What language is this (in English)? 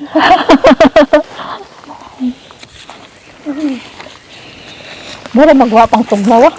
Cebuano